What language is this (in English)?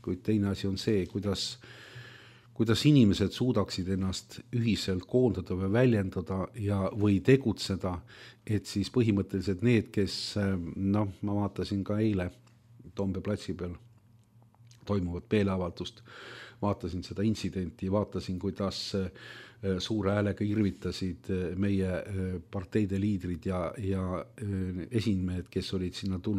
Estonian